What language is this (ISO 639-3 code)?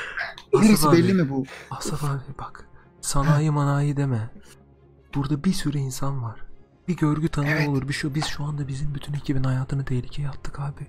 tur